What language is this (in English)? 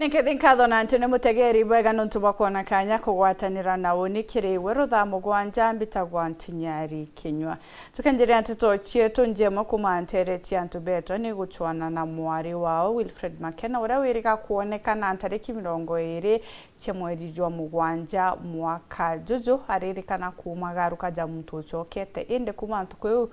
Meru